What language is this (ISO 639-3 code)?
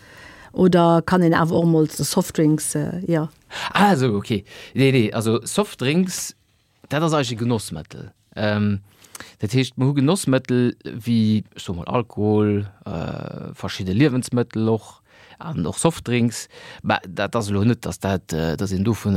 ltz